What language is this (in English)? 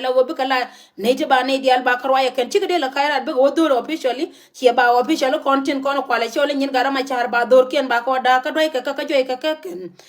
Nuer